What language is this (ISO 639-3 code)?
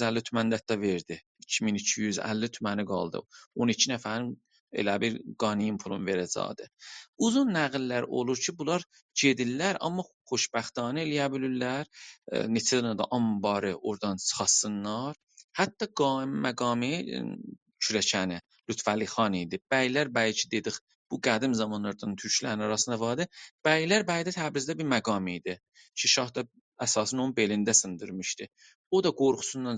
azb